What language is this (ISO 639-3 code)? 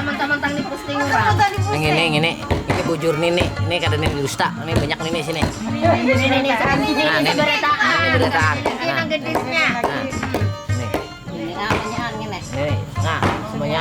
bjn